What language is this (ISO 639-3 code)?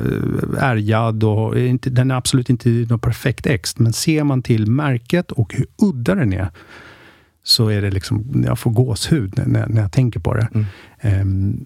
swe